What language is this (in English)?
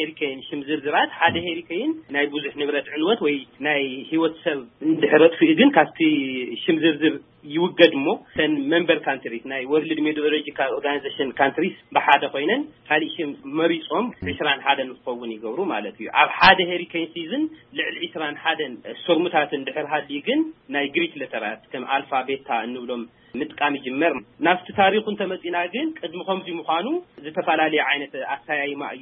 Tigrinya